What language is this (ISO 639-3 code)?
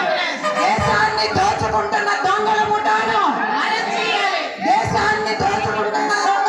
tel